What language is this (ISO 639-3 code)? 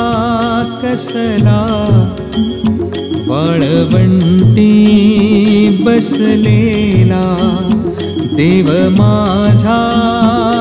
mar